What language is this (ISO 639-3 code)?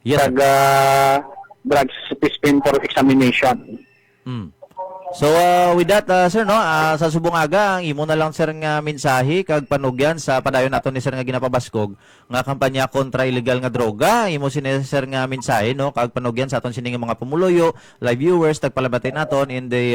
hil